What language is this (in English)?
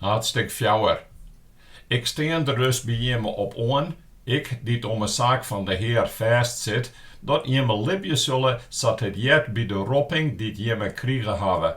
Western Frisian